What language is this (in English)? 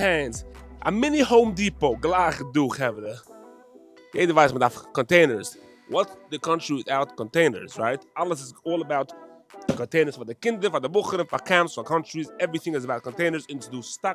Yiddish